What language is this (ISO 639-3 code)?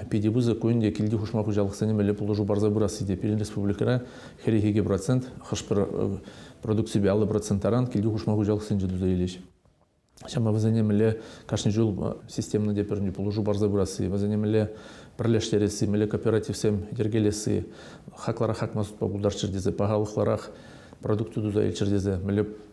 chv